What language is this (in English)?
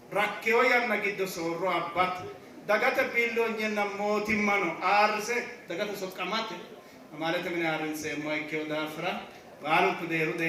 Sidamo